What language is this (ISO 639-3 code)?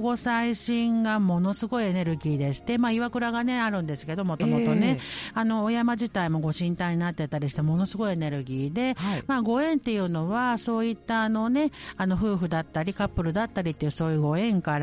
jpn